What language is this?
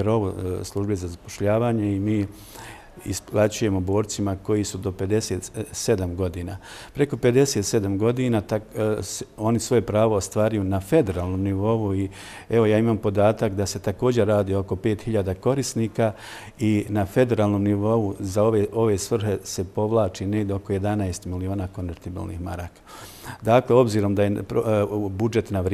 Bosnian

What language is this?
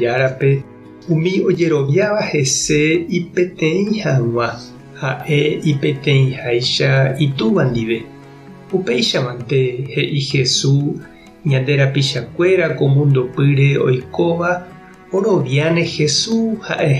Guarani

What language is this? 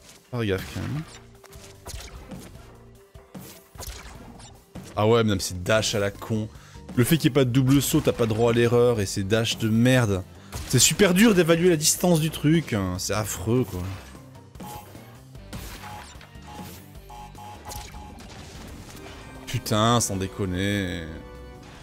French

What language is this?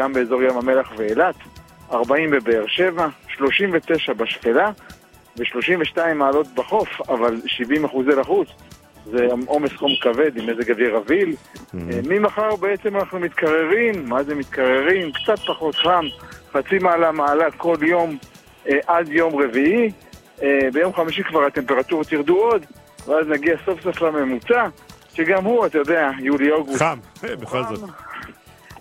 Hebrew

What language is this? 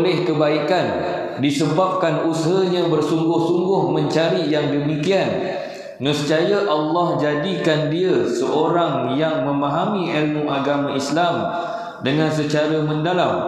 Malay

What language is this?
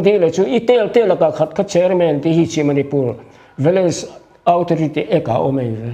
Paite Chin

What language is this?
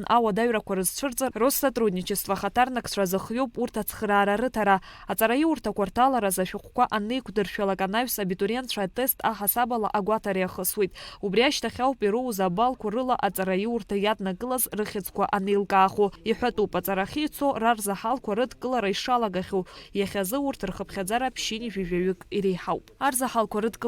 Abkhazian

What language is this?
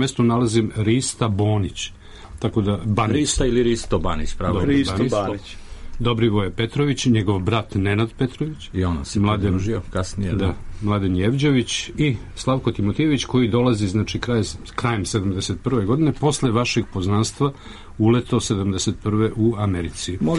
Serbian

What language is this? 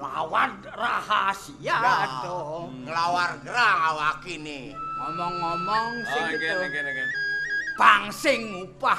Balinese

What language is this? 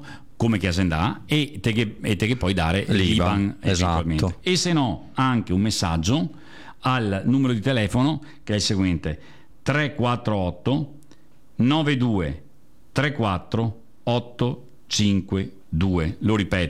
Italian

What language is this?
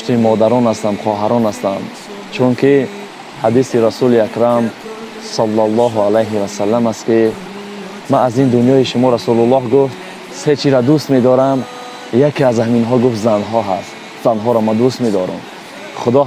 Tajik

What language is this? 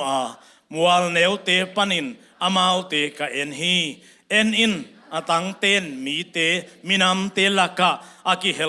Tedim Chin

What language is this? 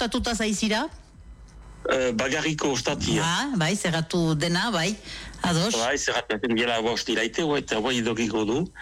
Basque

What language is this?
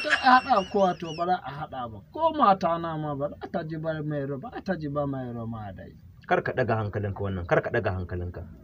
Hausa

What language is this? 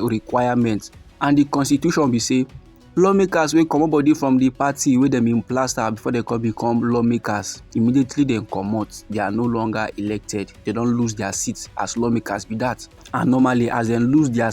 Nigerian Pidgin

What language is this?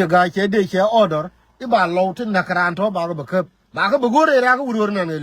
Nuer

